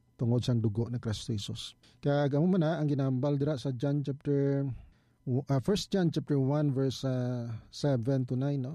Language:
Hiligaynon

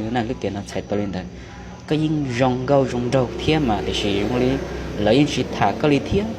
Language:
Hmong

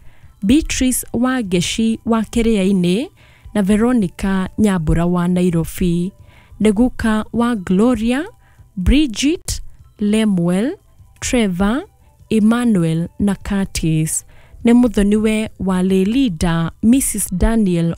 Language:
Kikuyu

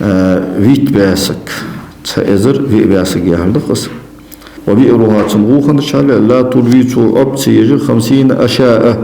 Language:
Ingush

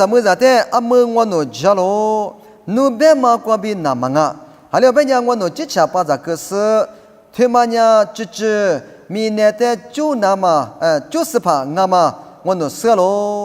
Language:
Lisu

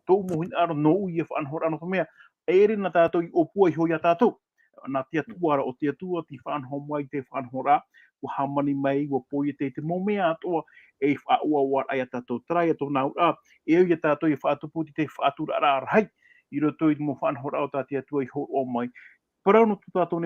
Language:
Tahitian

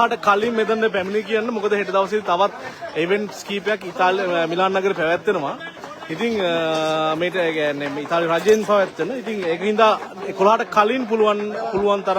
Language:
Sinhala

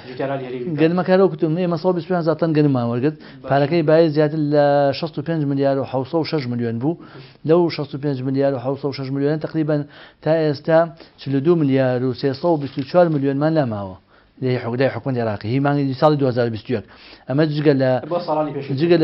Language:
Central Kurdish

